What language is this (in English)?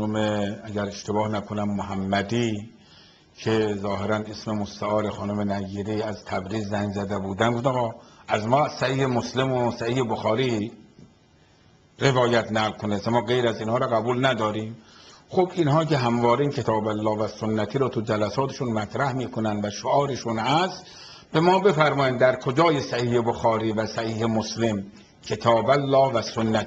Persian